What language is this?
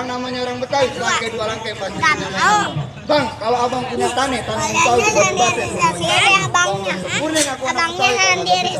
Betawi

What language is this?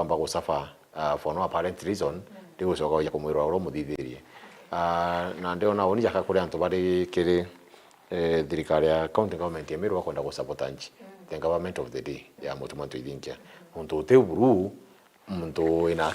Meru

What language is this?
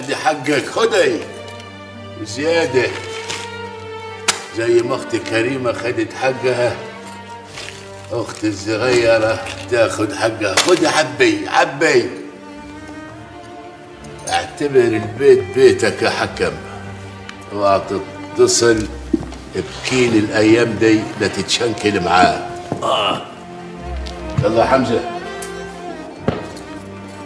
Egyptian Arabic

